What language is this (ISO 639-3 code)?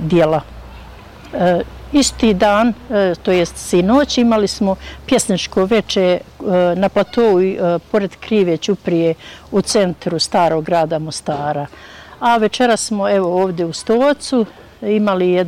bos